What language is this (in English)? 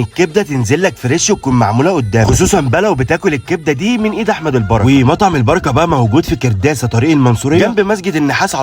Egyptian Arabic